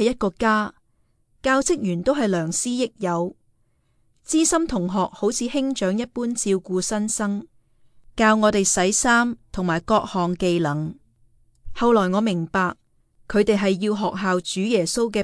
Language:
Cantonese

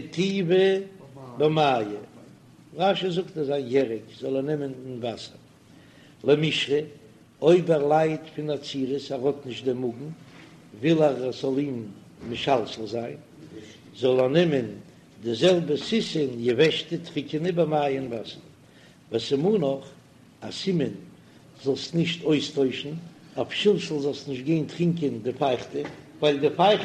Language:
Yiddish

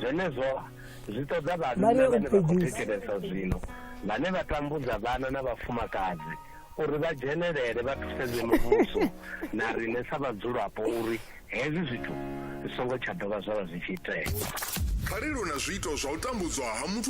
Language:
Venda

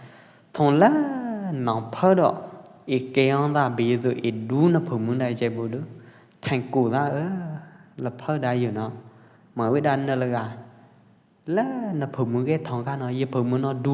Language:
Pwo Eastern Karen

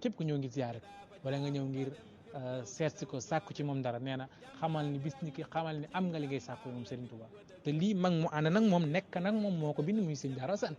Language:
Wolof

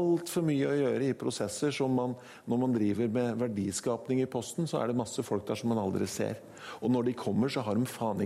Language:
Norwegian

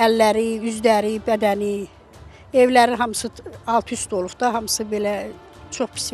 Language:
Azerbaijani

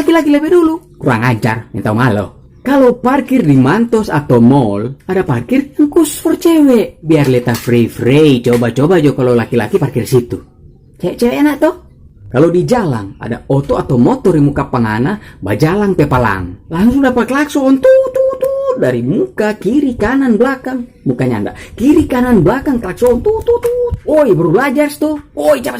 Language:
Manado Malay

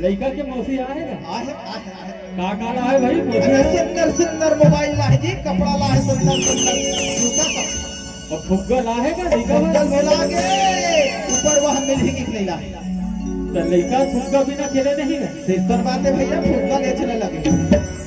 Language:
Chhattisgarhi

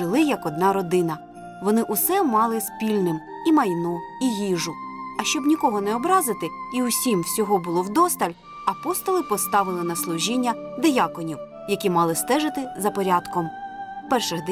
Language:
Ukrainian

